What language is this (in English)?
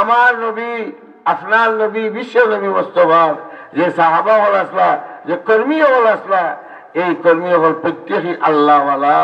Sylheti